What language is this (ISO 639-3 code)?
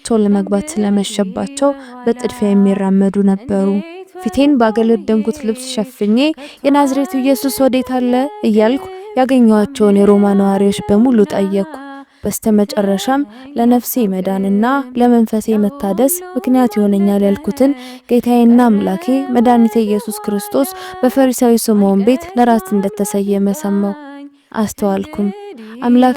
amh